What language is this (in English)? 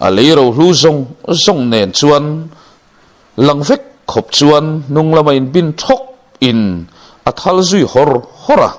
Mizo